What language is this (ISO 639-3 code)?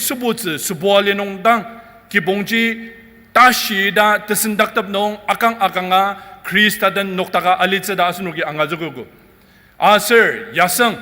njo